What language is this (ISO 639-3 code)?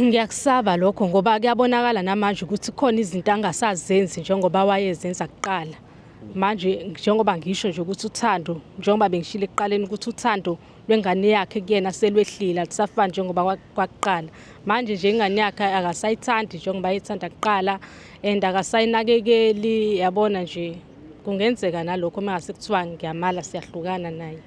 zul